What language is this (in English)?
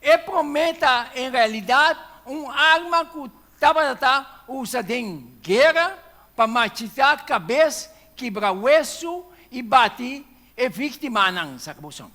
Papiamento